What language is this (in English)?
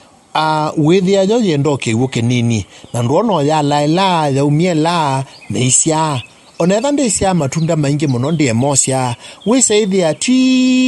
Kamba